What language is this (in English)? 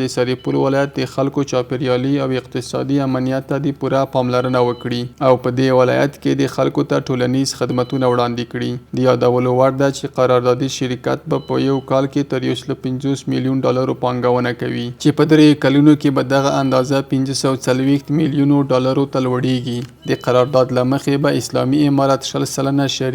Pashto